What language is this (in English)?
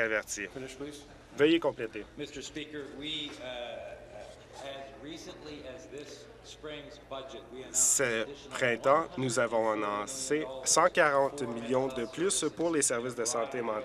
French